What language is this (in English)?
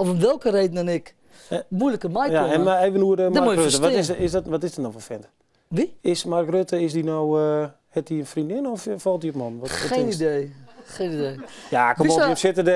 Western Frisian